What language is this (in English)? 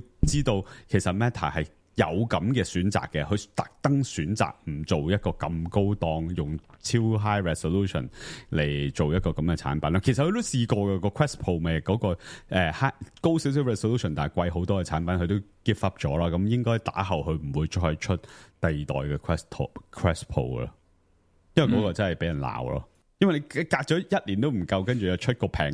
Cantonese